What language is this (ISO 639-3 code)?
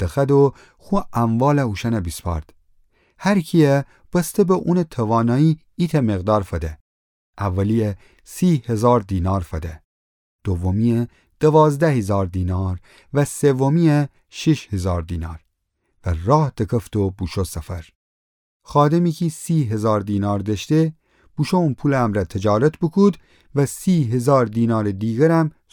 glk